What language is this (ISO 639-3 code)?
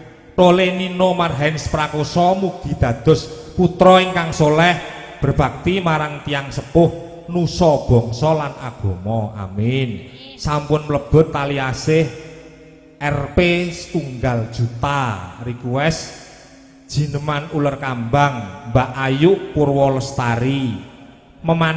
jav